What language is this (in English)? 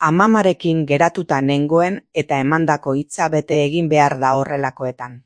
Basque